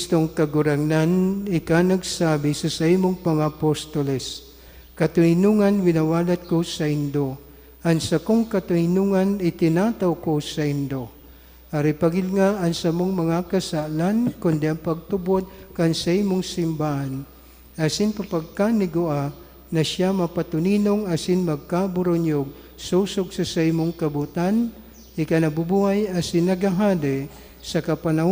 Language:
Bikol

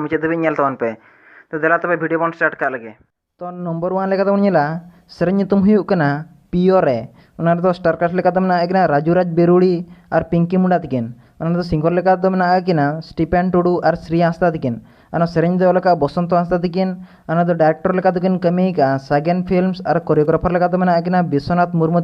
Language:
Santali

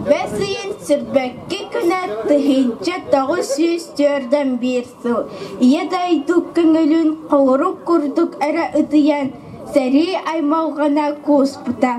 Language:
Yakut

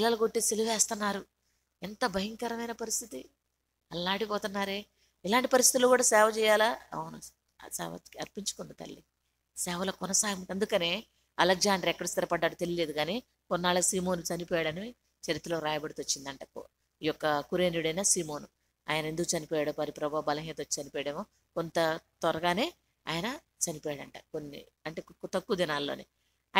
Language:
Telugu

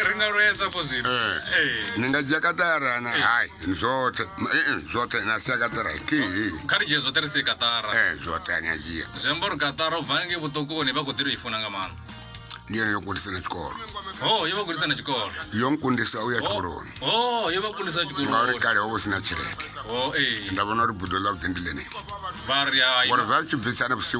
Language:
Venda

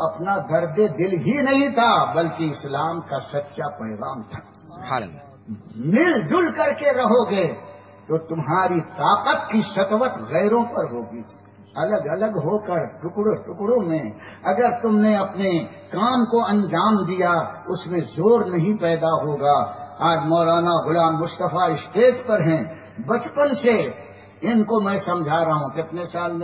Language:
Urdu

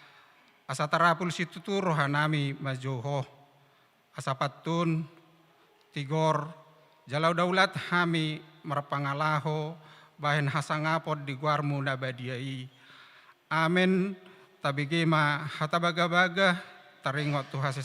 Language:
Batak Toba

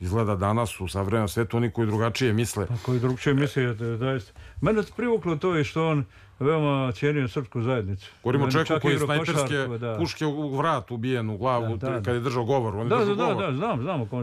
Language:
Serbian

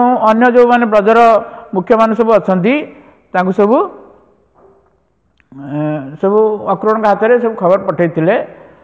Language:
Odia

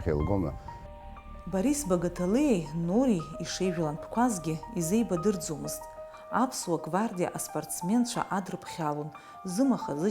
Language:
Abkhazian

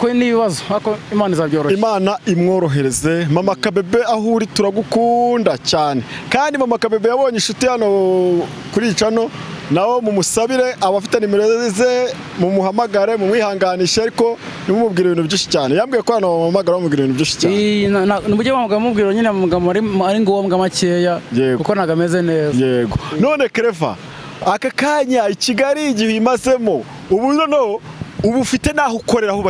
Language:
Kinyarwanda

